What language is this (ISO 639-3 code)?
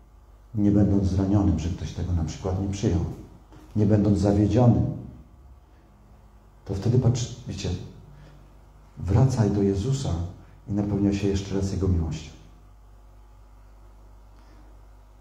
pol